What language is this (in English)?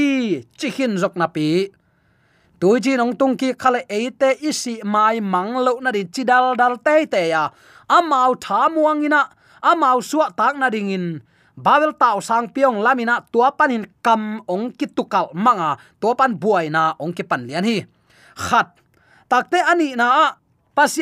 Tedim Chin